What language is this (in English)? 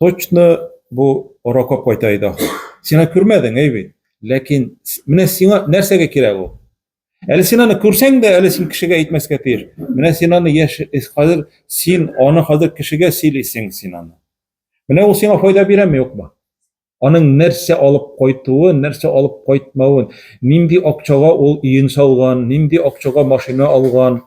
Tatar